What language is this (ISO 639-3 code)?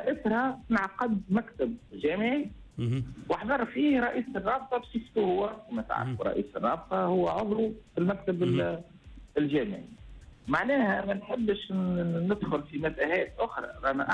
aeb